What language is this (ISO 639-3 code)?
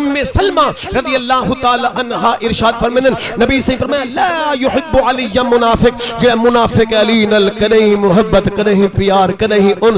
skr